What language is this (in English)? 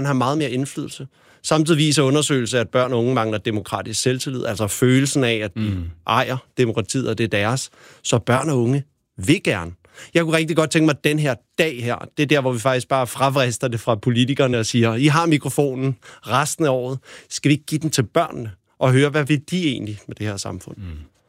Danish